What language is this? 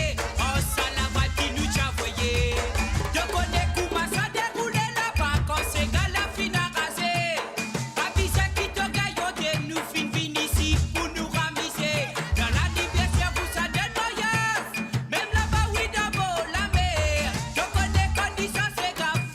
Morisyen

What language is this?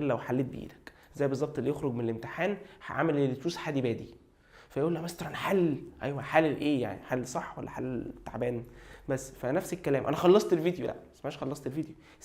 Egyptian Arabic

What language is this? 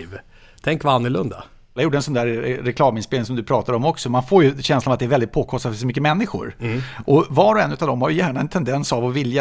Swedish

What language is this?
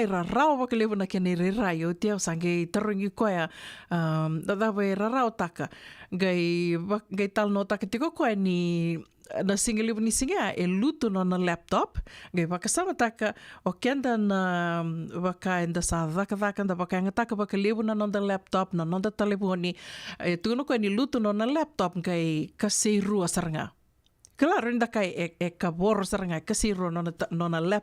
Fijian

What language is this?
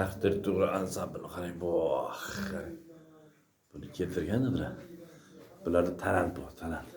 Uzbek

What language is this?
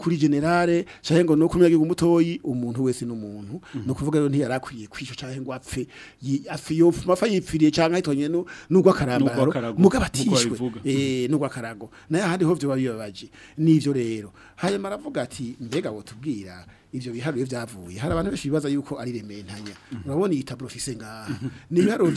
Rundi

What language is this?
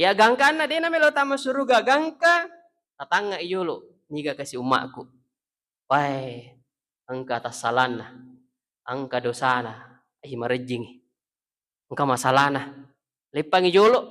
Buginese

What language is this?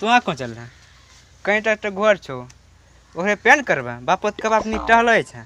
Maithili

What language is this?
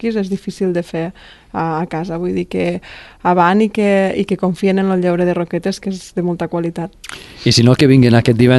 Catalan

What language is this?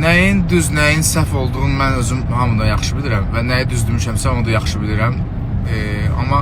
Azerbaijani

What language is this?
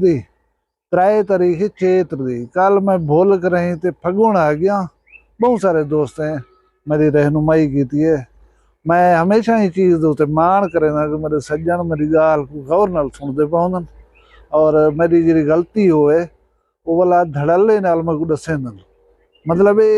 Saraiki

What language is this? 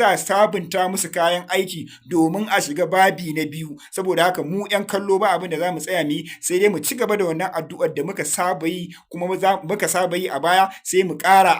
Hausa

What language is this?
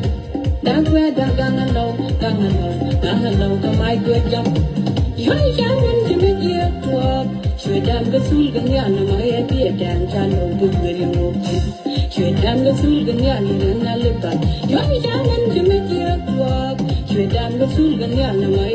Nuer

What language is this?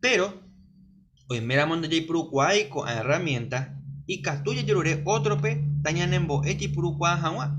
Guarani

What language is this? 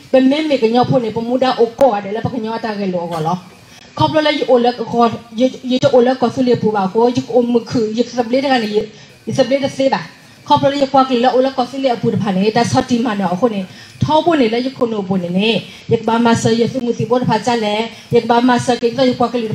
S'gaw Karen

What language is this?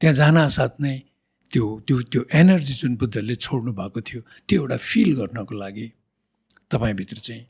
Nepali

